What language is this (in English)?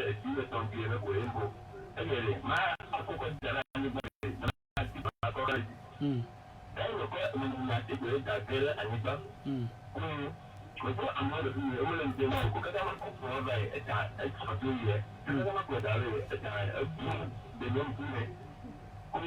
Ewe